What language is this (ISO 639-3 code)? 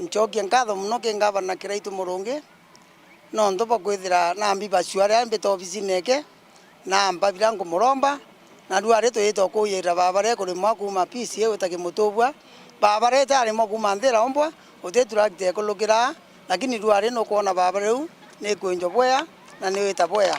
mer